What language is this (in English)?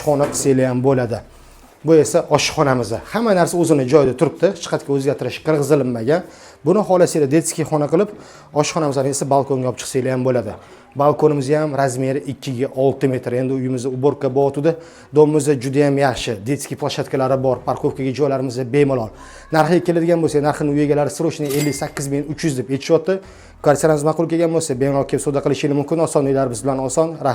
Uzbek